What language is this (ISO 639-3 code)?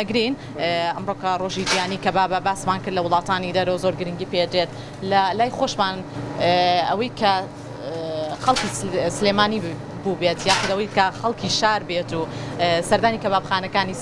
ckb